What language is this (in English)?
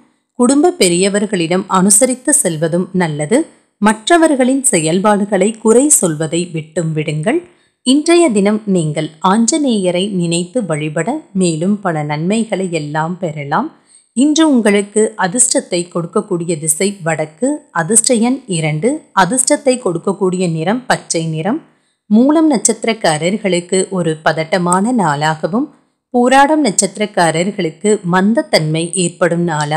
Tamil